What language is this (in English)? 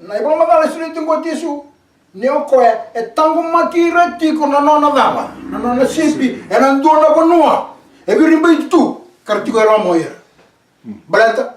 Fijian